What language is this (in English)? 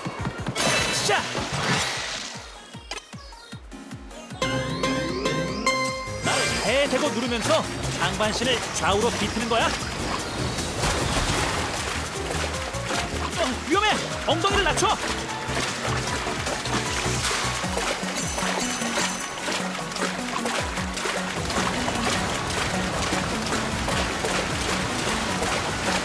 Korean